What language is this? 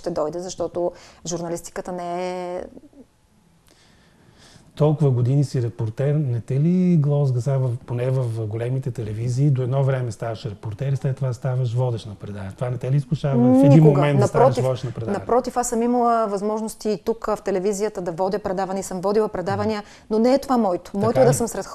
Bulgarian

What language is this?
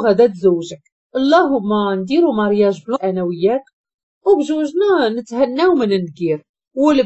Moroccan Arabic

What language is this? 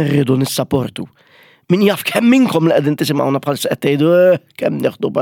Maltese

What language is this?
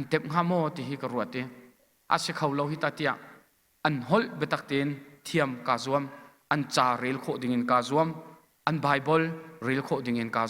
Hakha Chin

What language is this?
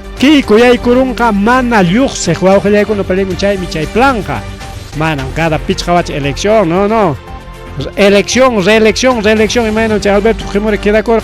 Ayacucho Quechua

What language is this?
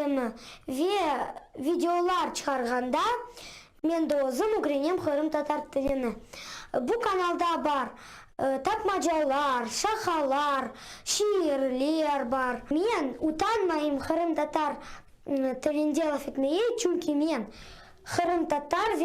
Crimean Tatar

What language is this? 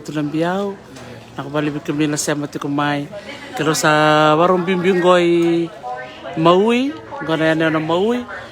Fijian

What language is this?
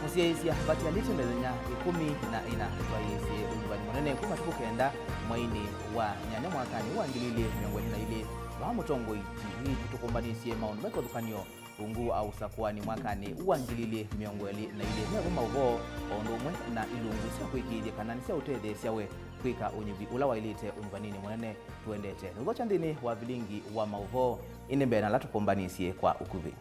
Kamba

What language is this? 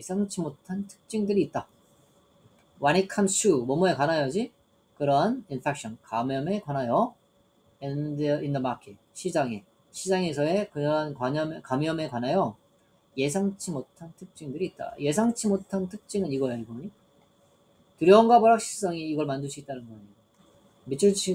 Korean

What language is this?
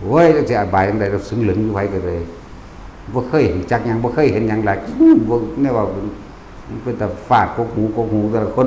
Northeastern Thai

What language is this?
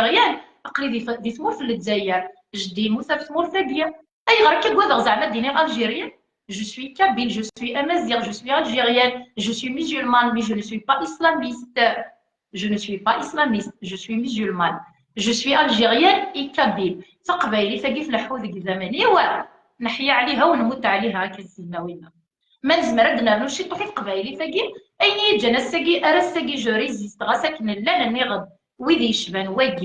Kabyle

